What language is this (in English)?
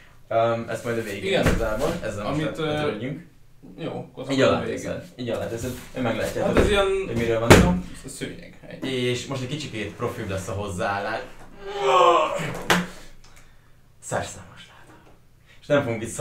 Hungarian